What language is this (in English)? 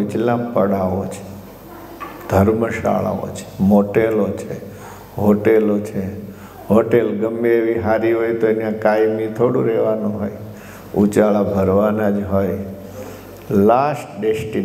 Gujarati